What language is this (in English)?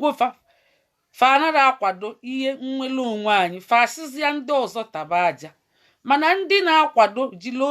Igbo